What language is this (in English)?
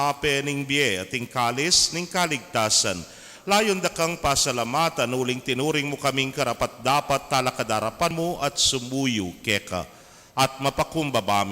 Pampanga